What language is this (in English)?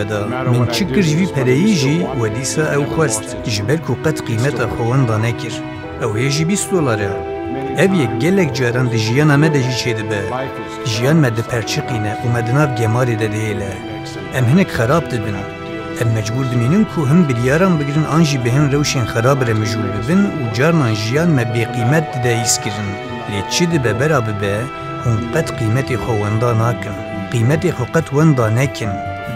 Kurdish